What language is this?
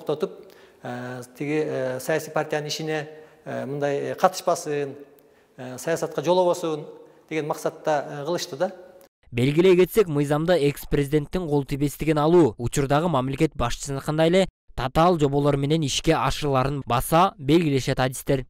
Kyrgyz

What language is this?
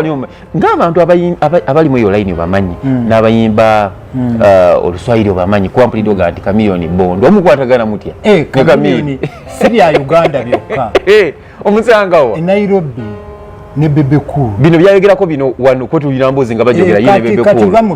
Ganda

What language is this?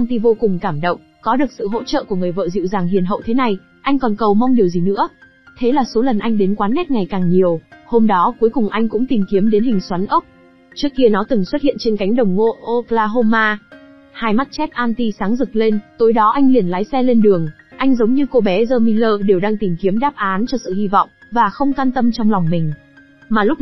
Vietnamese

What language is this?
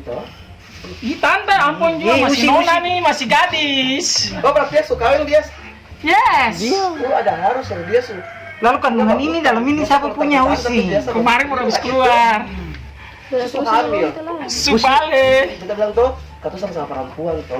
Ambonese Malay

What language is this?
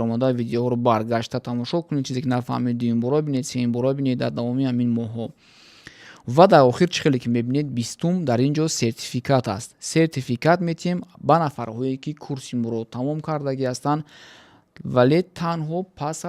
Tajik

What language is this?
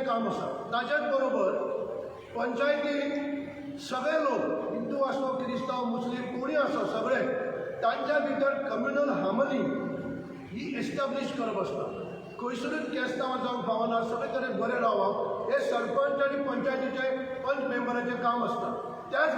Konkani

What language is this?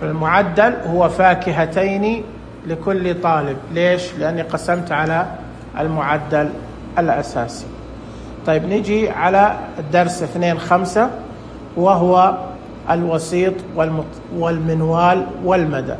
Najdi Arabic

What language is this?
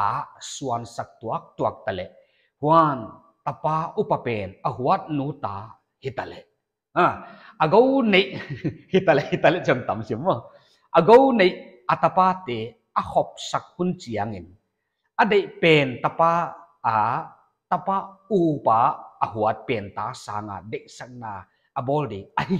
Paite Chin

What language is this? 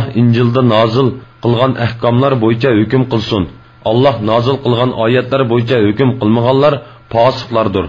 Uyghur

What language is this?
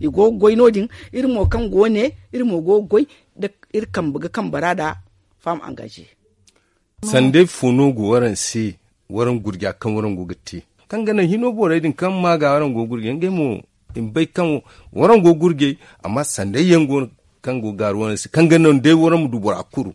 Zarma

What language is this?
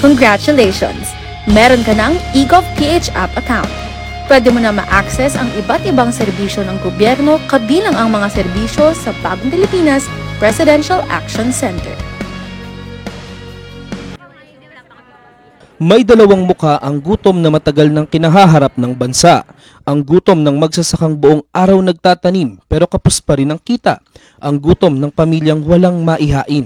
Filipino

